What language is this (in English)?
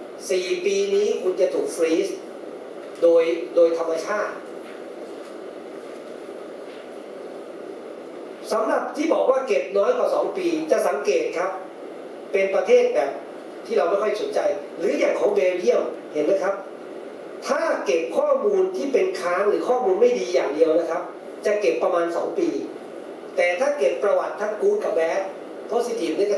Thai